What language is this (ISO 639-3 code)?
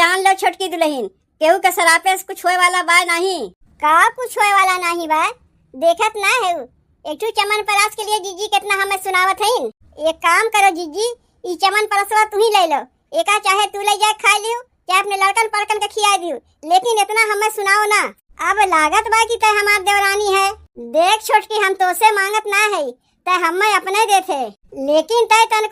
awa